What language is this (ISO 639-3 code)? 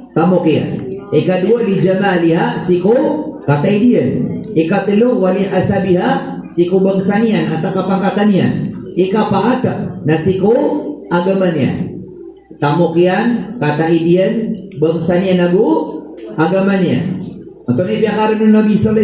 mrw